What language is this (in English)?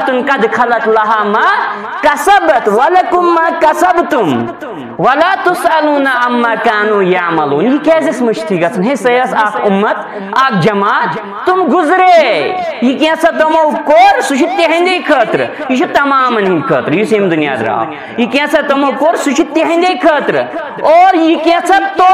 Kashmiri